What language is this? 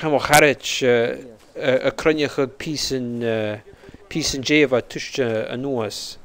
Scottish Gaelic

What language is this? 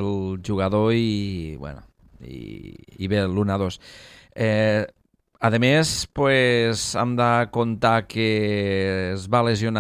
Catalan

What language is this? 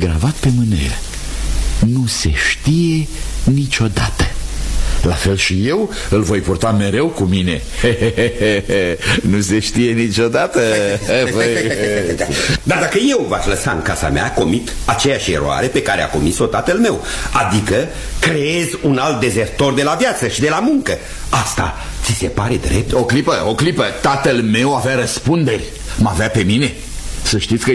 Romanian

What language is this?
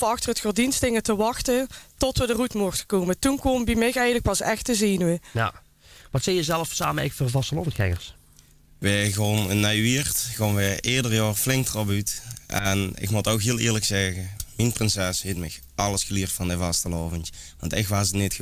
Limburgish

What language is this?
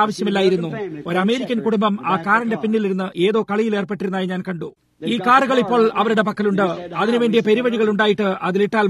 Malayalam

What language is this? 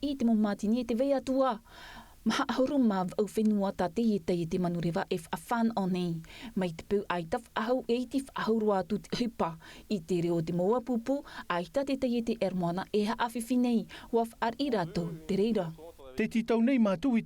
Tahitian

